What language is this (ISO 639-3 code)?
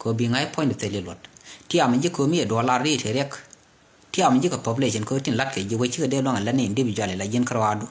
nus